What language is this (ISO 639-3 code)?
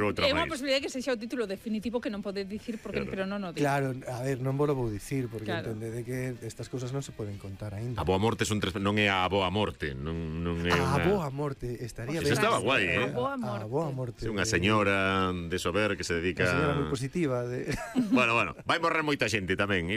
glg